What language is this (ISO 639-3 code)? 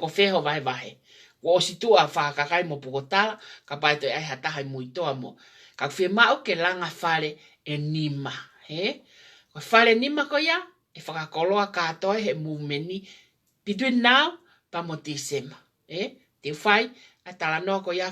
ton